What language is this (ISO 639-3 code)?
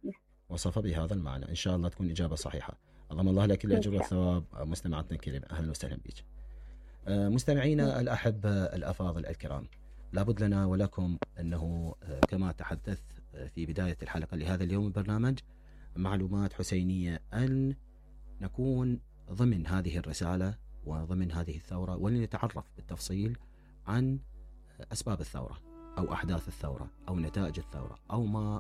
acm